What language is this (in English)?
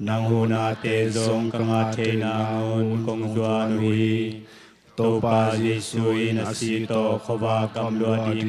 Tedim Chin